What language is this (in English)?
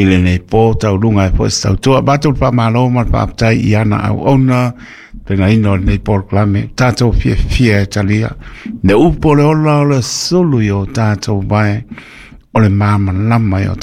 Samoan